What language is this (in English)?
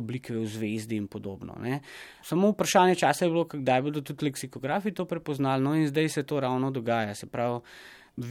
Slovenian